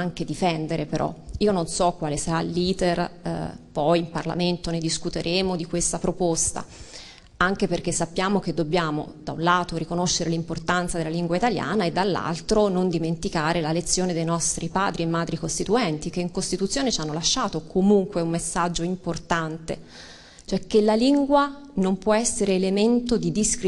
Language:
Italian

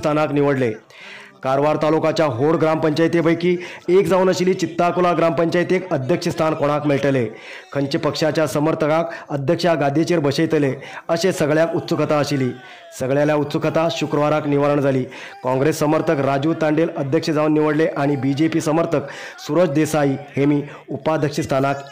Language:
Konkani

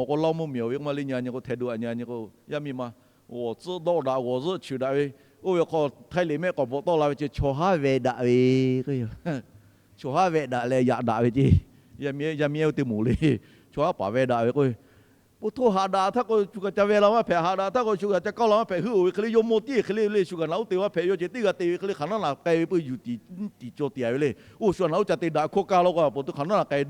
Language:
Lahu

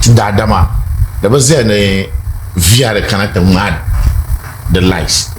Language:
Dagbani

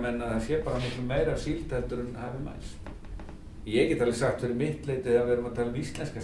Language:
Icelandic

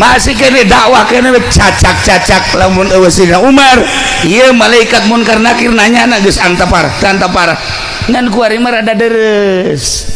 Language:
Sundanese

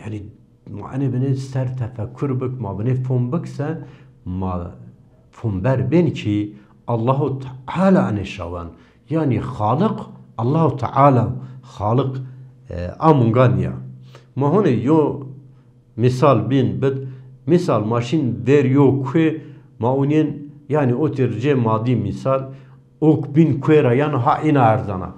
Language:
Zaza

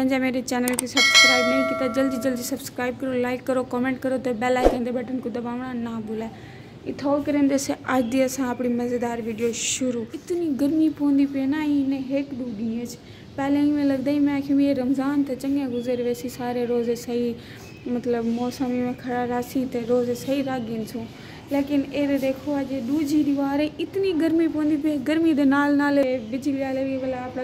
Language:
Saraiki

